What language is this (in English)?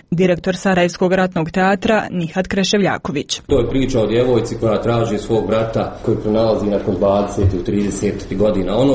Croatian